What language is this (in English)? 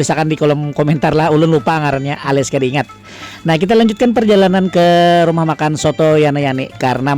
Banjar